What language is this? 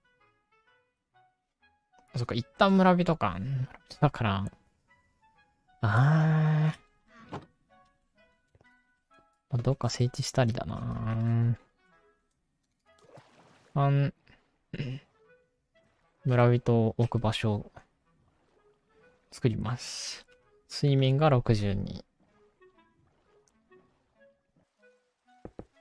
Japanese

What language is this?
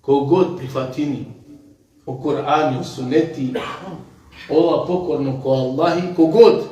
Balkan Romani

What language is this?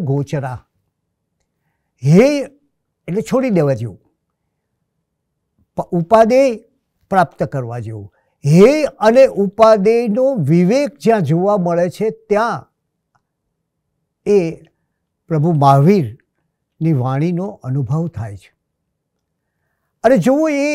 Gujarati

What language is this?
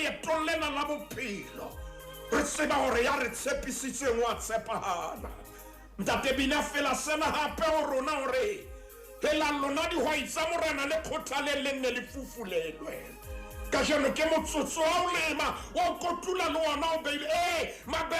Southern Sotho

